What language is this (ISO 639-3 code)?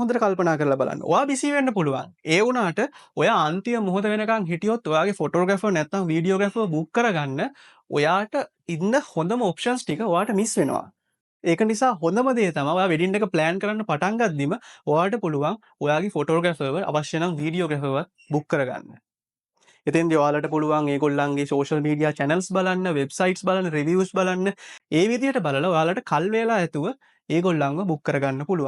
sin